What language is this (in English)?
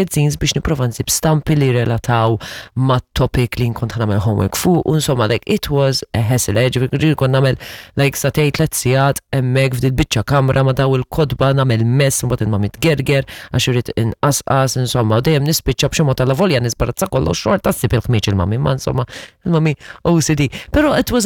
Maltese